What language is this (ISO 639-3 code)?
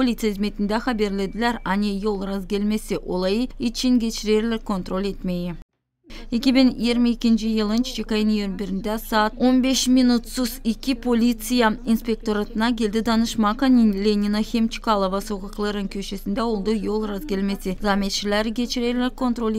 gag